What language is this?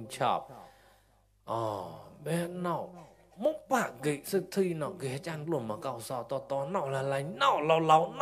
Mon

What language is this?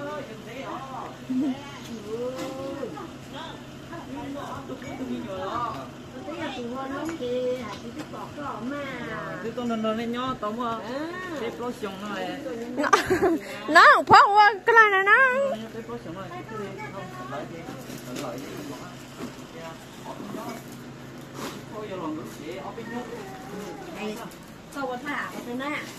Vietnamese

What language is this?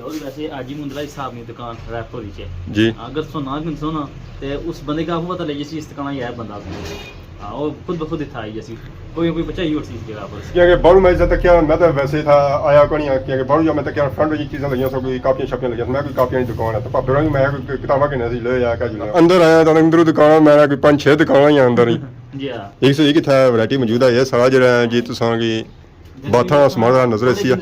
Pahari-Potwari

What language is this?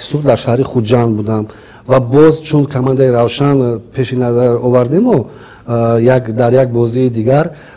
Tajik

